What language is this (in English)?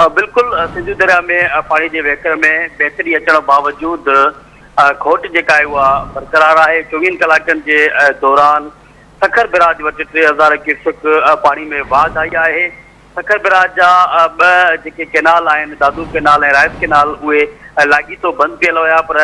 Sindhi